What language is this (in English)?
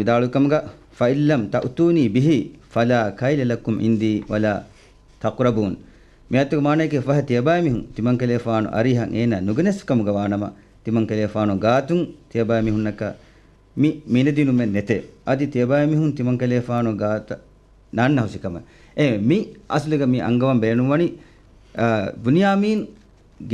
Divehi